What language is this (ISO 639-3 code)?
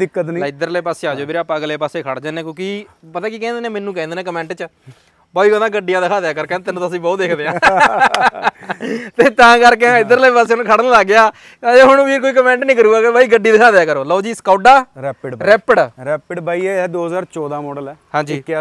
pan